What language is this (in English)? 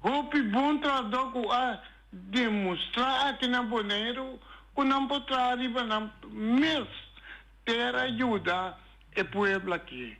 Papiamento